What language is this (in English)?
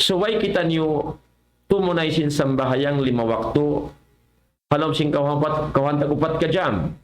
Tausug